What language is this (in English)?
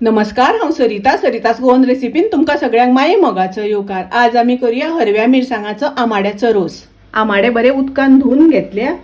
Konkani